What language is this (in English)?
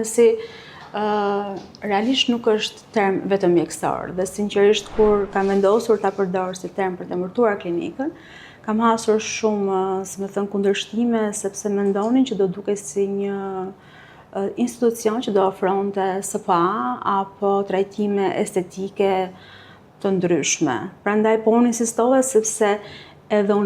Albanian